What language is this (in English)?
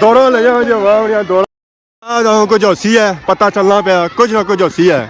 Pahari-Potwari